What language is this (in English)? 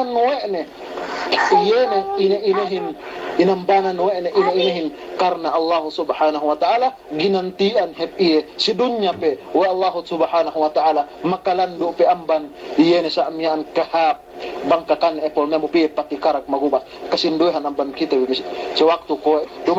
Yakan